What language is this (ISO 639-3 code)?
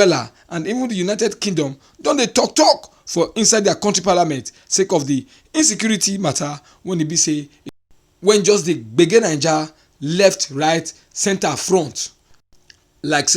pcm